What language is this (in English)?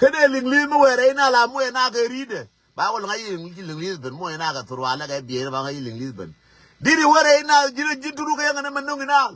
Nuer